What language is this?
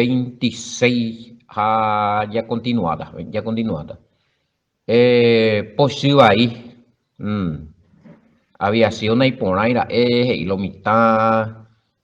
Guarani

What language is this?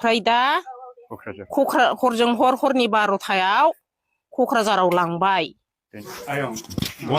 Bodo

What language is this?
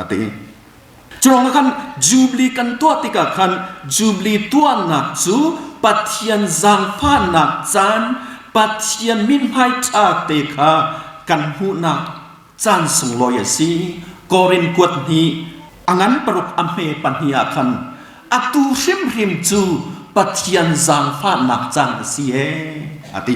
Hakha Chin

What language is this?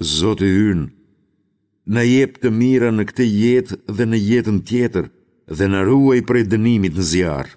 Albanian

